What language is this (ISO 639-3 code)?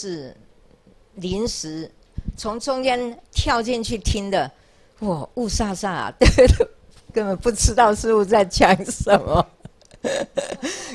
zho